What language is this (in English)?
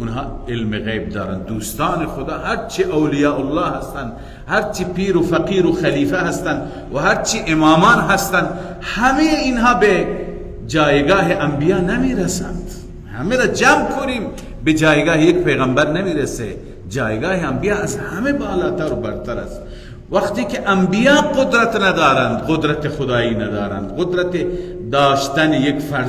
Persian